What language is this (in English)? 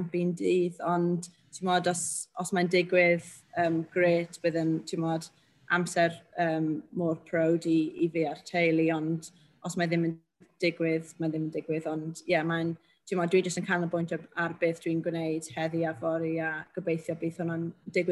Welsh